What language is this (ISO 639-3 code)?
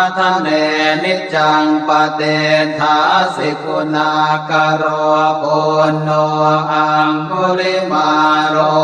pli